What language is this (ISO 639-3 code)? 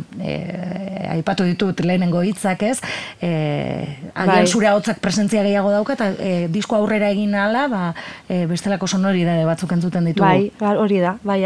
eus